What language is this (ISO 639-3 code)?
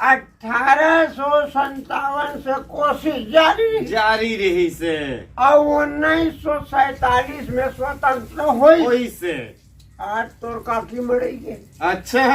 hne